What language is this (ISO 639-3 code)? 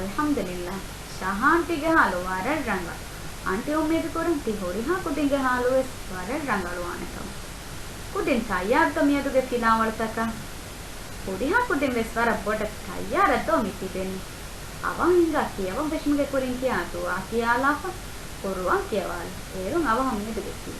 div